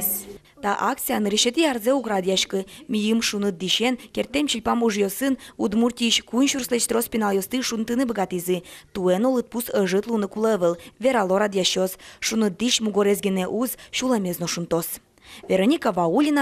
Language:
Udmurt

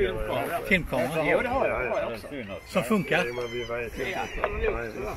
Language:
Swedish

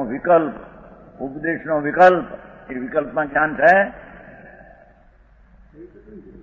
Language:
Gujarati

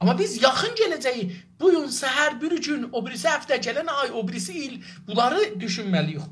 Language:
South Azerbaijani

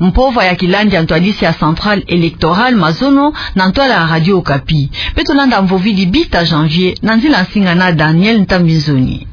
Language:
Kituba (Democratic Republic of Congo)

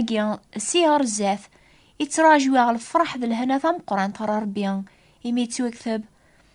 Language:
Kabyle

